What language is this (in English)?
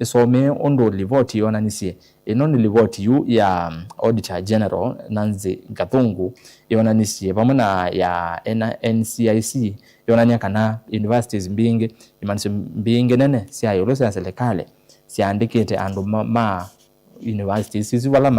Kamba